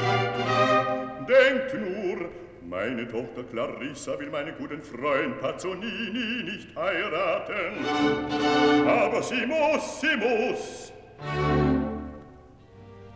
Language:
German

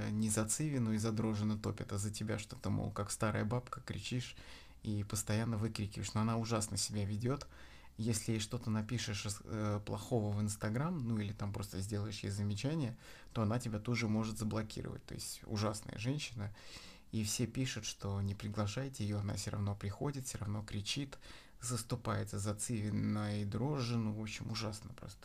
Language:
Russian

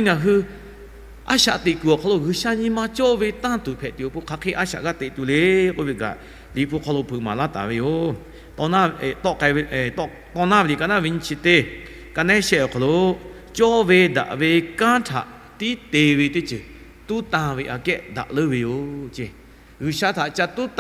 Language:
Lahu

